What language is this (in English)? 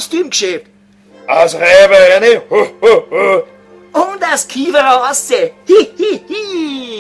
Bavarian